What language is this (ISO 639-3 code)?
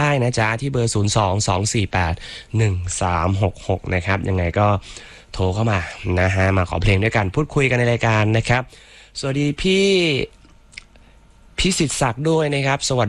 tha